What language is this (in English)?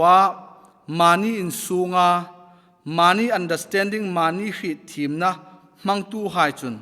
Hmar